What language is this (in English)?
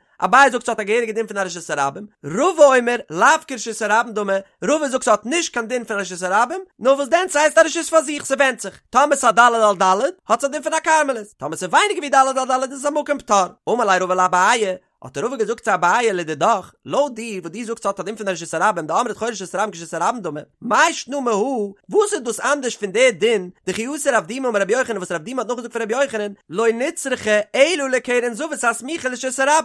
Yiddish